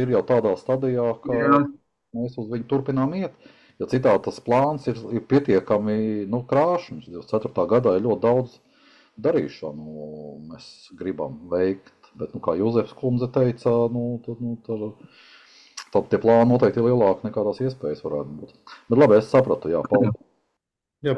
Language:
Latvian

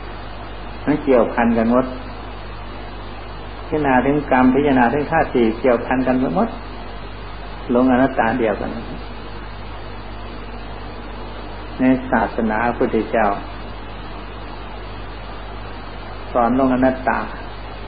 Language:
Thai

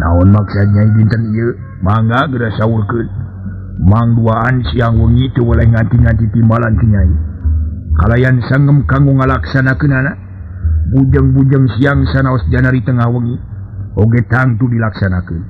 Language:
Sundanese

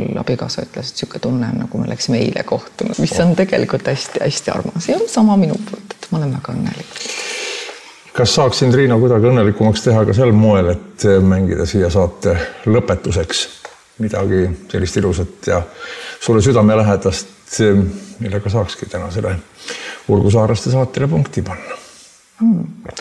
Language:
Estonian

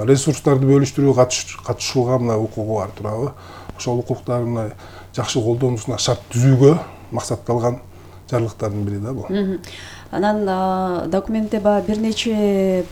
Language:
Kyrgyz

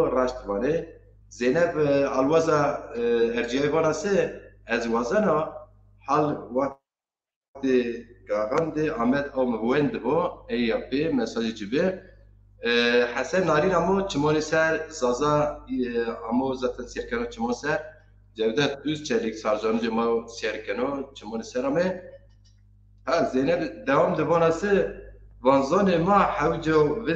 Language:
Zaza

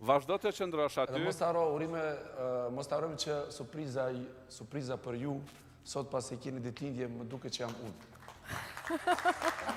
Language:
Albanian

